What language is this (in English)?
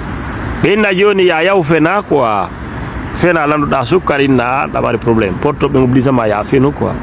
Fula